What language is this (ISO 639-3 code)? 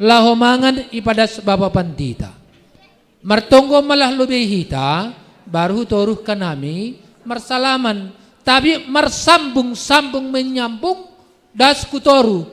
bts